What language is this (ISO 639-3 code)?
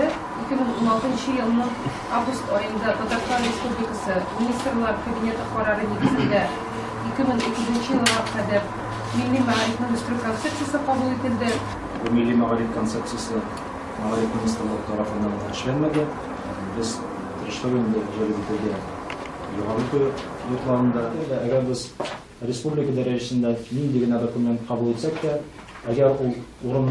tat